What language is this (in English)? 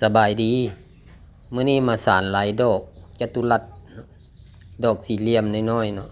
Lao